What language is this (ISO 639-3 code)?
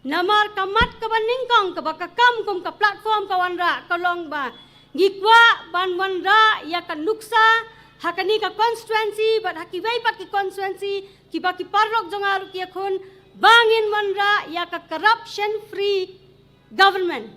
kha